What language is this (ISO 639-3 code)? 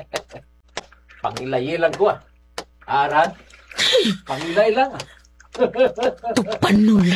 hil